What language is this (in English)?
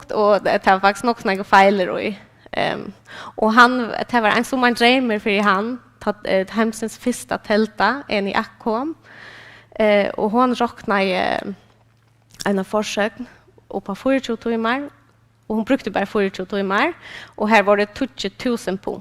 Faroese